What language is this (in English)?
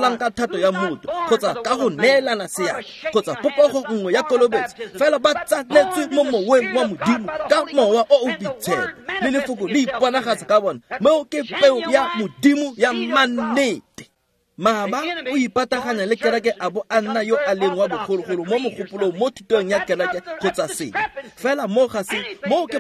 Tswana